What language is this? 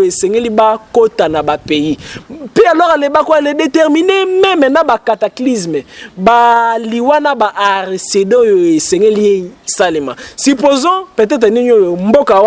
Lingala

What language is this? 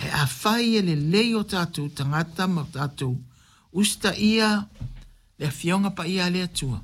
Samoan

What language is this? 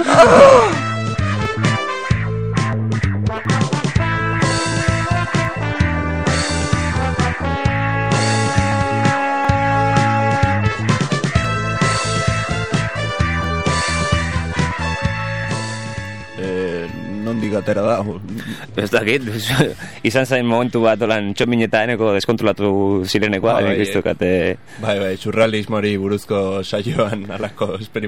Basque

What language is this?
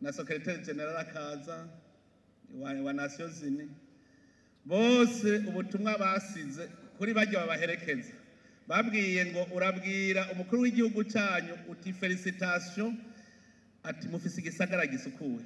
Rundi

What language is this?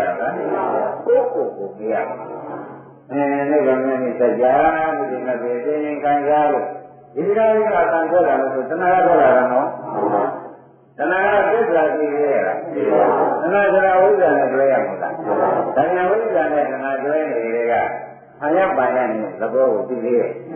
Burmese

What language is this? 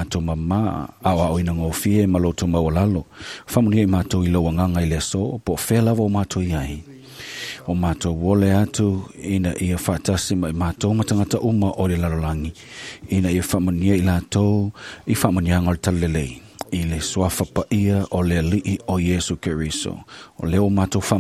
Samoan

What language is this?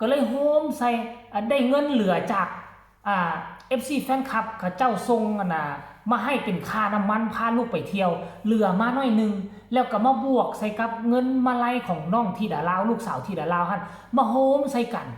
Northeastern Thai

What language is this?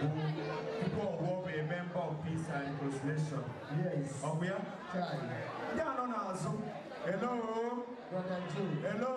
Igbo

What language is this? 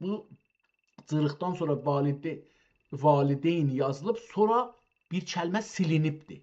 South Azerbaijani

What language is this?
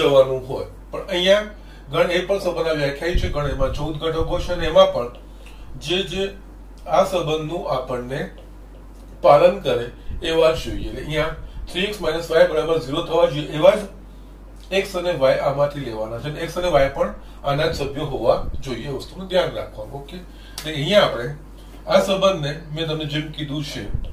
Gujarati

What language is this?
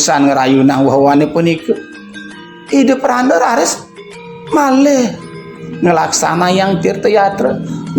Balinese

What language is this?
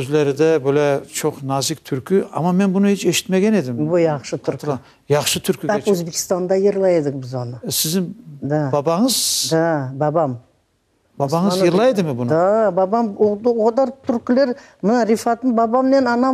Crimean Tatar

